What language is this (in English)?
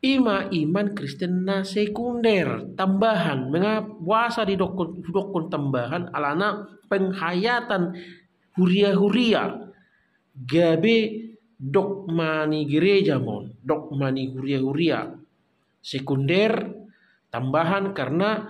Batak Toba